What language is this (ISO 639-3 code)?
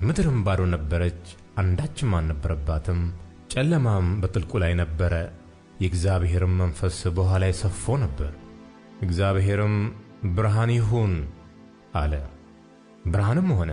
amh